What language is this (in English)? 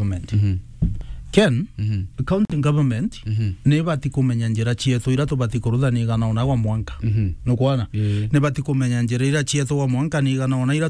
Meru